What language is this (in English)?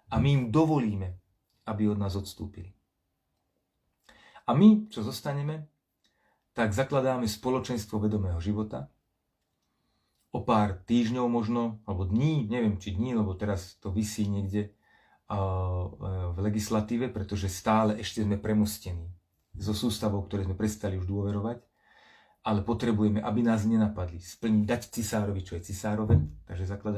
Slovak